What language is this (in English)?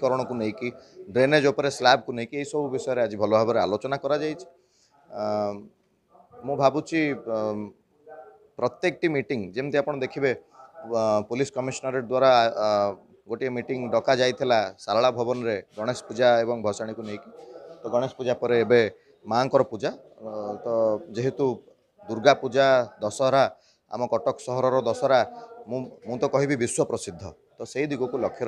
Odia